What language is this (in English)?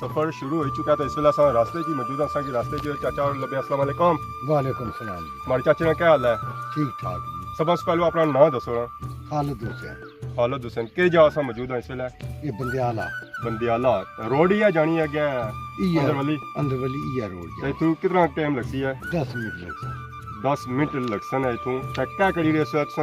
Pahari-Potwari